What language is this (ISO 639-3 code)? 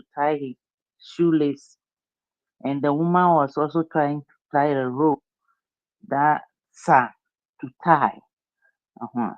ewe